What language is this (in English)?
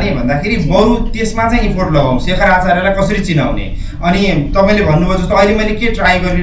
Nepali